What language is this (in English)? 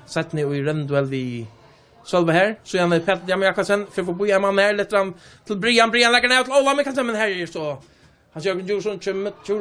Faroese